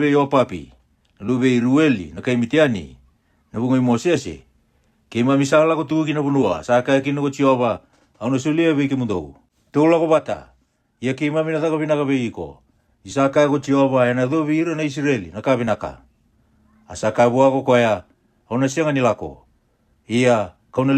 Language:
Fijian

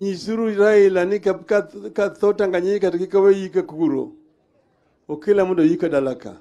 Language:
Luo (Kenya and Tanzania)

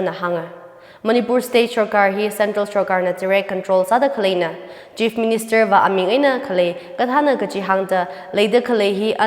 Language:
Tangkhul Naga (India)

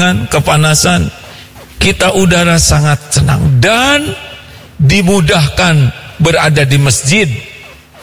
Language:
Indonesian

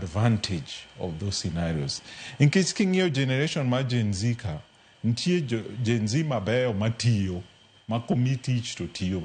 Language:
Luo (Kenya and Tanzania)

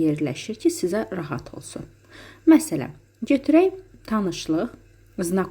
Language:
Azerbaijani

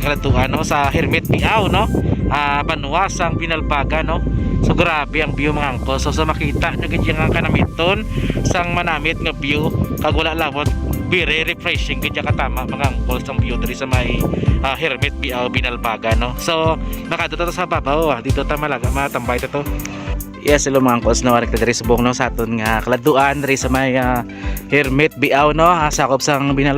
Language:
Hiligaynon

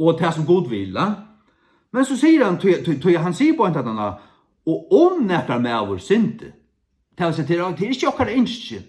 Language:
Faroese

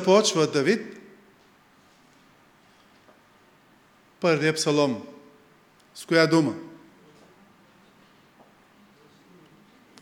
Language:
Bulgarian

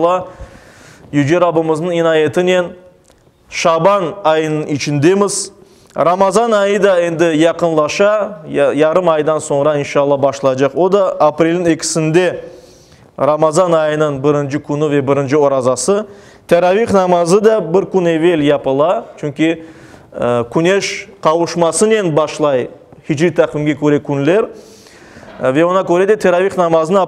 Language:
Crimean Tatar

